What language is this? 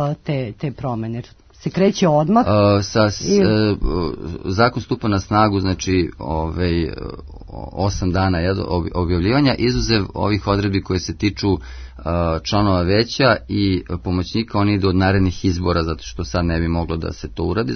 Serbian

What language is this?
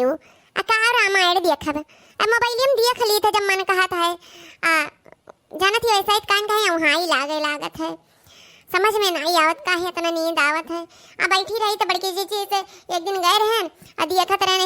Awadhi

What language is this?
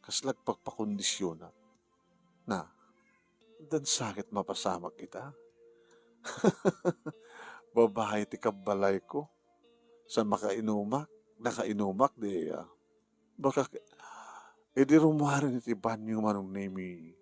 Iloko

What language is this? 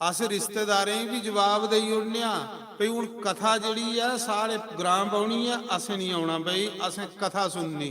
Dogri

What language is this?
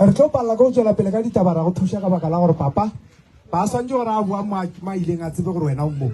Northern Sotho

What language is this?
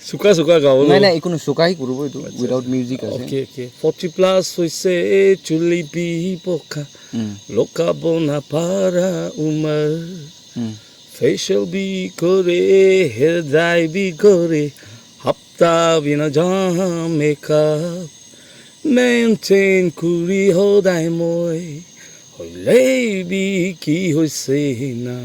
Naga Pidgin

